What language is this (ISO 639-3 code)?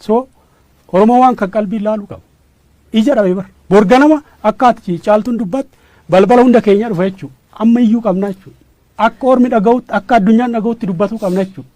orm